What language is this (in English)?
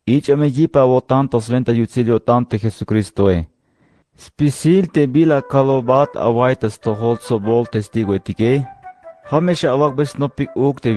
Tzeltal